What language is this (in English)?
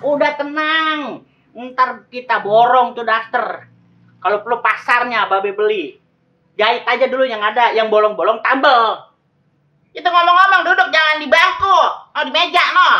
Betawi